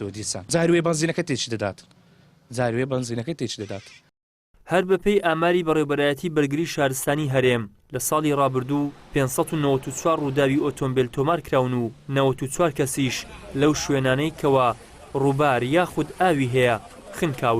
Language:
Central Kurdish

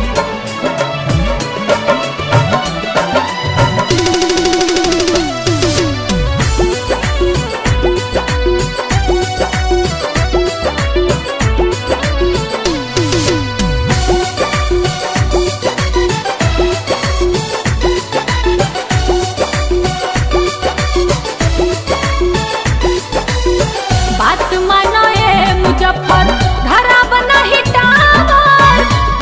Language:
Bhojpuri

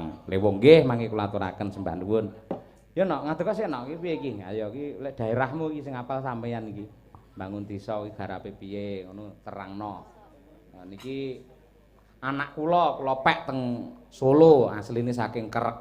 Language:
Javanese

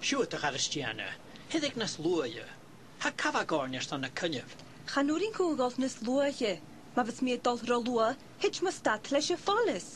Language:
Scottish Gaelic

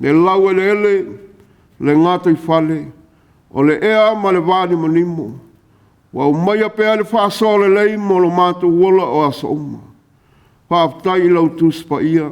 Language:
Samoan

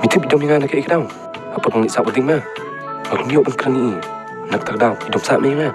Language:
Khasi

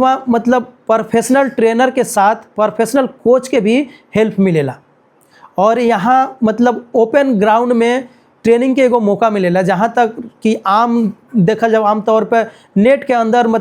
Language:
Bhojpuri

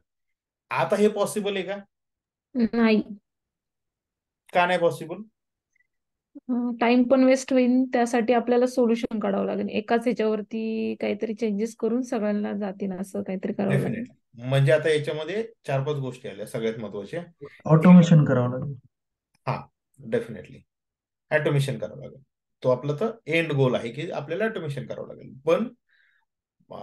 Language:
Marathi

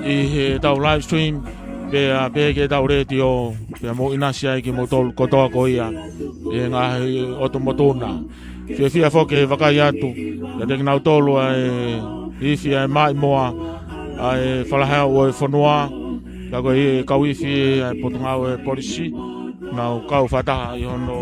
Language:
Tongan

